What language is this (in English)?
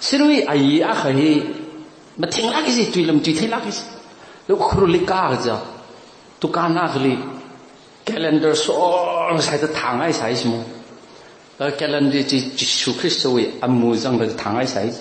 Tangkhul Naga (India)